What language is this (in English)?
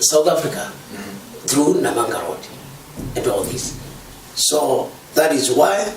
Kamba